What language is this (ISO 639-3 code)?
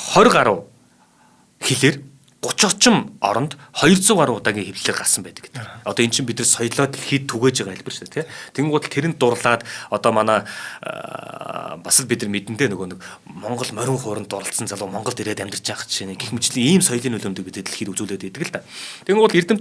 mon